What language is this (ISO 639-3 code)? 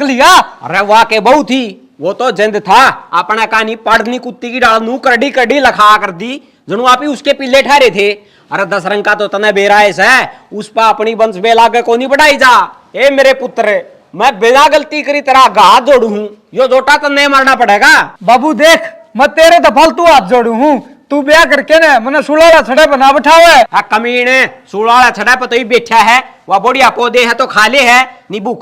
bgc